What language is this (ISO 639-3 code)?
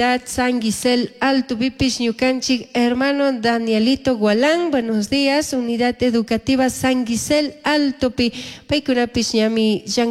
qug